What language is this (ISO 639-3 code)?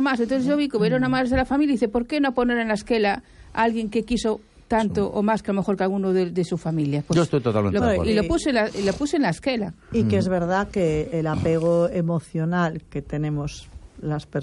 spa